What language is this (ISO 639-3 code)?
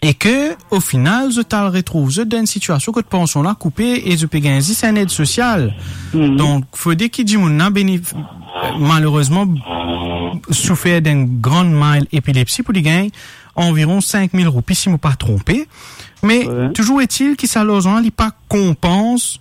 mfe